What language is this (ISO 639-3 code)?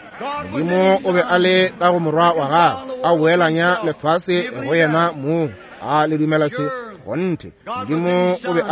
nso